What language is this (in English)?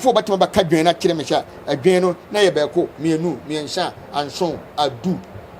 Akan